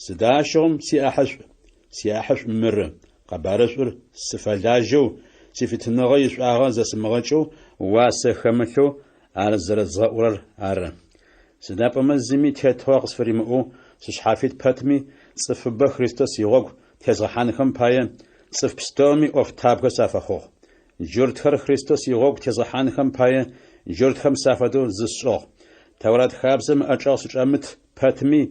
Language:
Adyghe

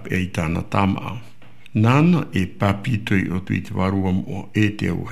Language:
Tahitian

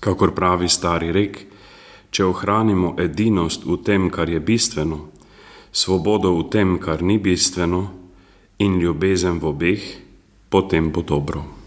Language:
Slovenian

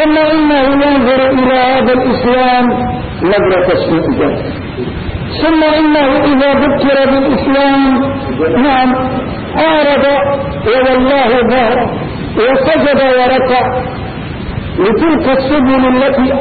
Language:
Arabic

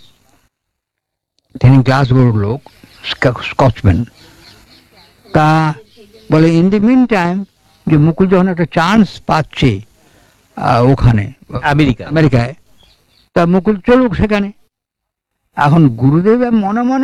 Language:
Bangla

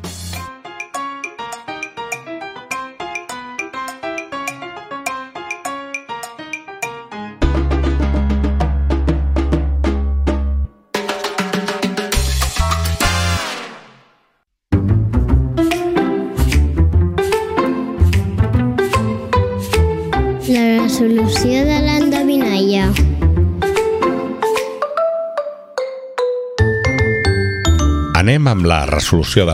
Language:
Catalan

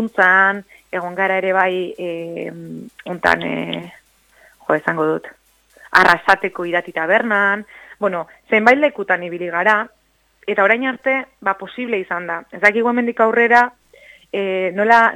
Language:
Basque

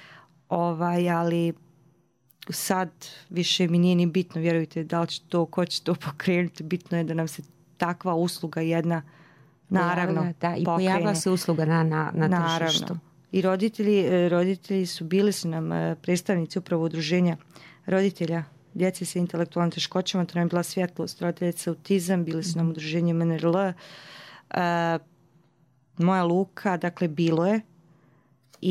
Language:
Bosnian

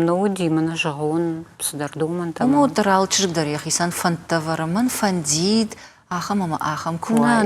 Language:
Ossetic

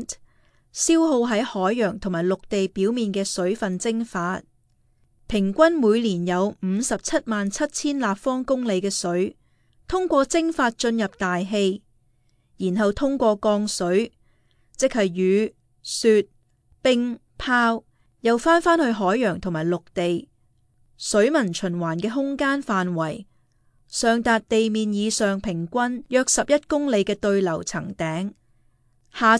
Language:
Cantonese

